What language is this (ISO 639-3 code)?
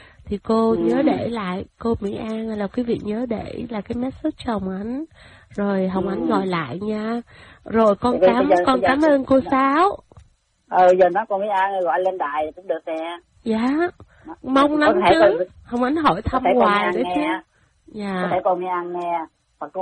vie